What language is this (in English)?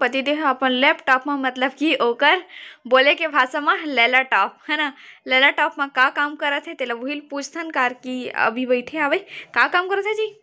Chhattisgarhi